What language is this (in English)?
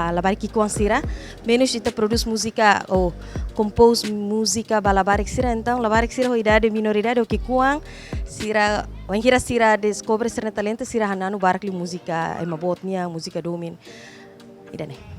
Tetum